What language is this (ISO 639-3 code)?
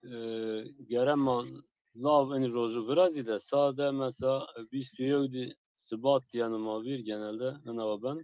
zza